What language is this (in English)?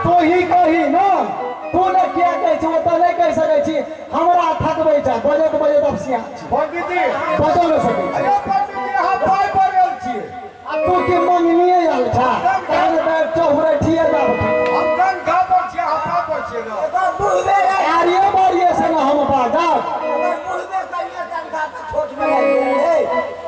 Maithili